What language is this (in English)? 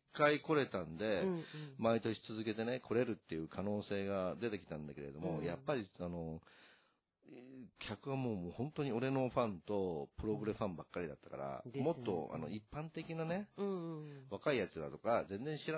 Japanese